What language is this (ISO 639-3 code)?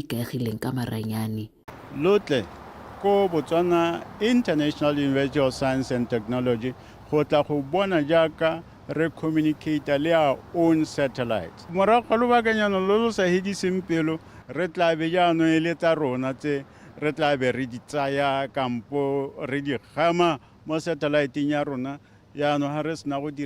tsn